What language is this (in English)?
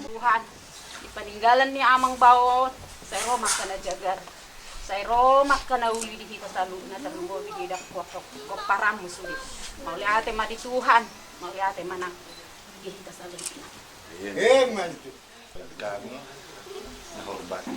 Batak Toba